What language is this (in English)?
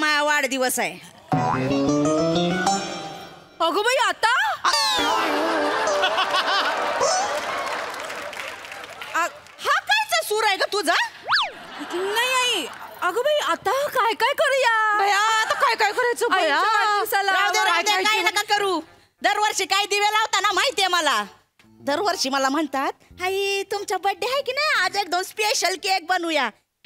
Marathi